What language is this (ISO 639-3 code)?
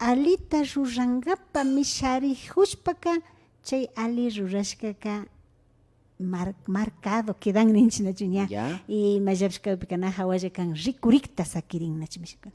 qvi